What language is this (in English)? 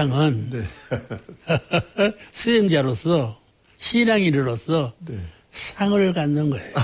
Korean